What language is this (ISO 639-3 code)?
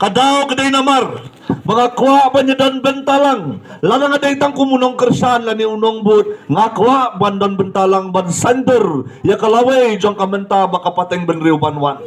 kha